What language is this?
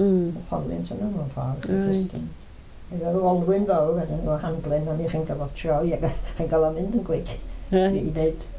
Welsh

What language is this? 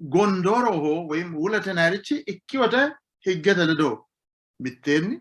Sidamo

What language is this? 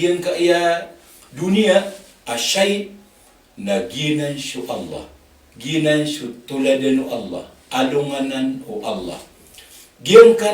Maranao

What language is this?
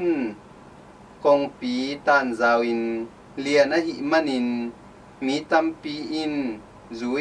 Tedim Chin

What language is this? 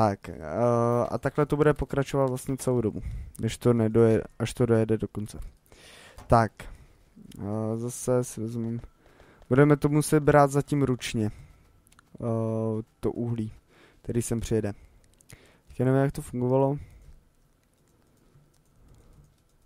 Czech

